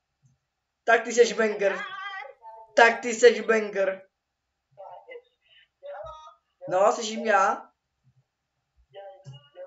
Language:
Czech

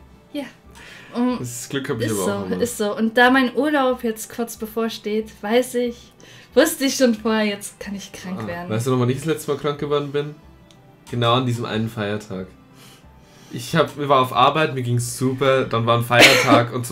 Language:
German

